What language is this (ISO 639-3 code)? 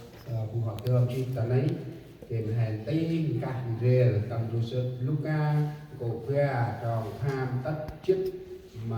cmo